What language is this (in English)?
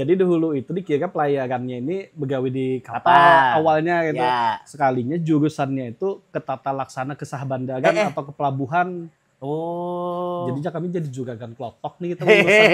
Banjar